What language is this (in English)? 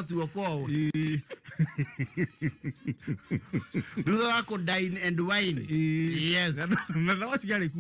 Kikuyu